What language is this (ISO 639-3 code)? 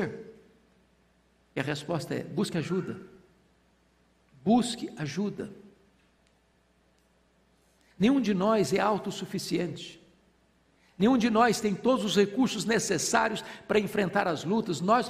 por